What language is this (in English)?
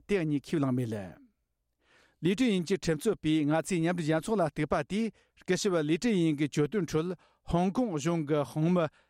Tibetan